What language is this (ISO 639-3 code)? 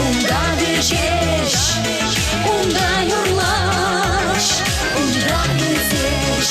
chv